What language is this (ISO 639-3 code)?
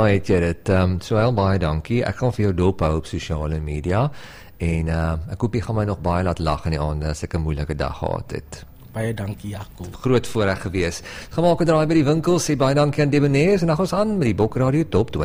afr